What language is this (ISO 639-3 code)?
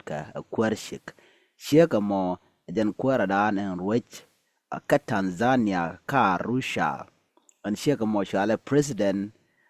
nus